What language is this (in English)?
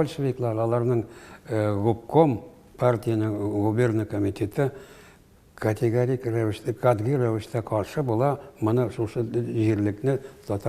Tatar